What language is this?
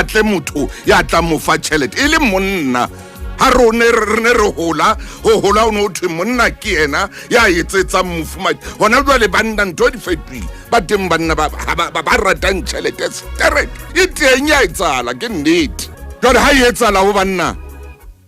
Southern Sotho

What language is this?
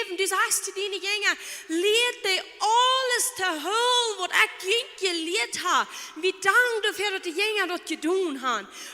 Plautdietsch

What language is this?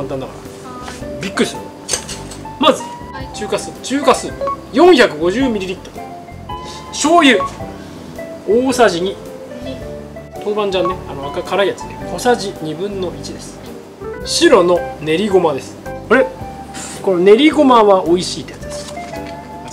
Japanese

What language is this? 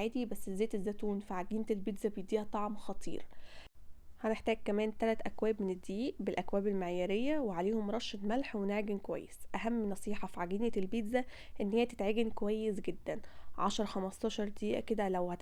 Egyptian Arabic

